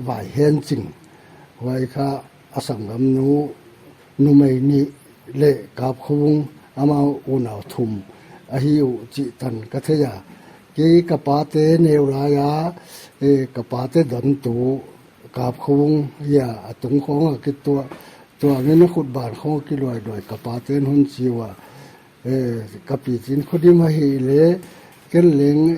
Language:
Paite Chin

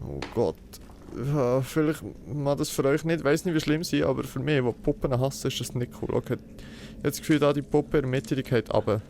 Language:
Swiss German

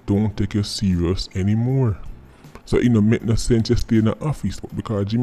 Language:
Jamaican Creole English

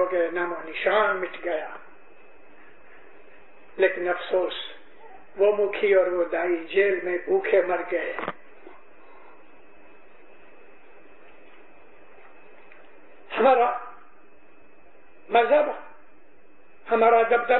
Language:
Urdu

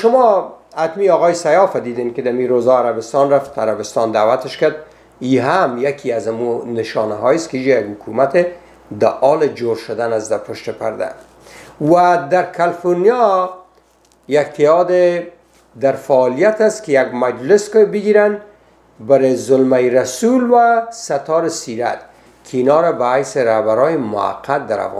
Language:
Persian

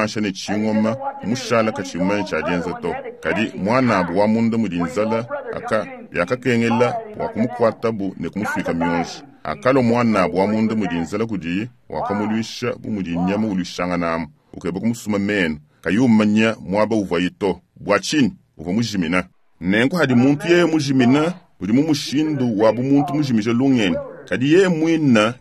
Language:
Luba-Lulua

